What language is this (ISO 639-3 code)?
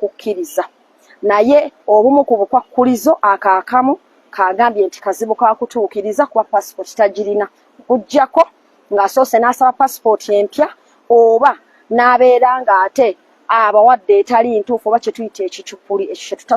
lug